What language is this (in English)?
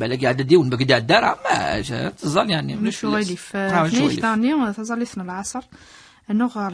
Kabyle